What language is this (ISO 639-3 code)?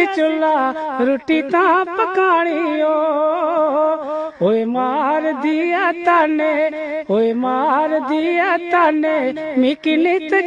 doi